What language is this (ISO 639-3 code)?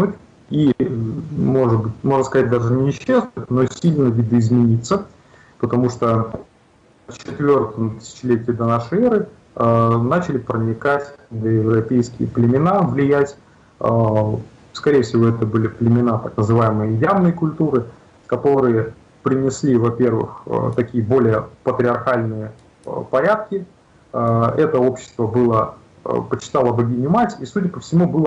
rus